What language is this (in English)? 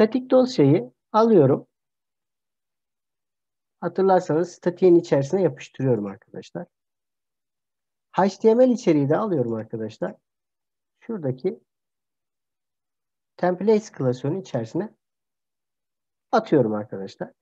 Turkish